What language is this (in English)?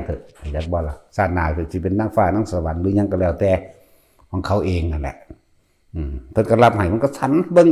Northeastern Thai